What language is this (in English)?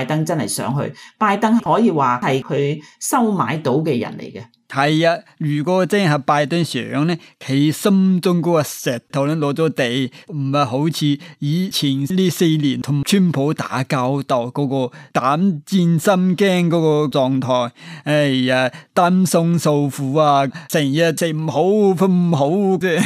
Cantonese